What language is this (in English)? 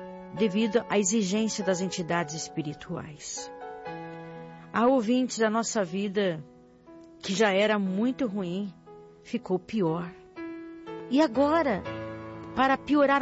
Portuguese